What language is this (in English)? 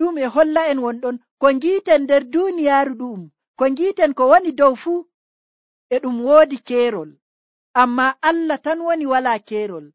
Nigerian Fulfulde